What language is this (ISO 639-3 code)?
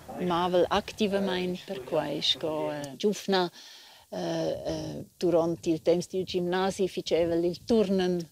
roh